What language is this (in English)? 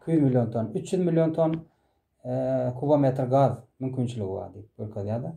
Turkmen